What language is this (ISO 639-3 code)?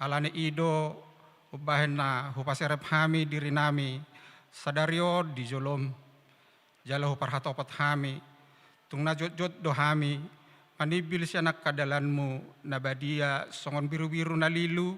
bbc